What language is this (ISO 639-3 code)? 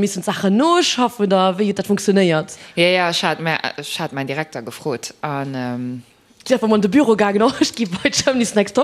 ltz